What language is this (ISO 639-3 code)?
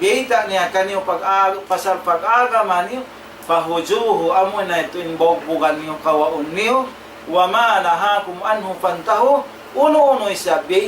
tsg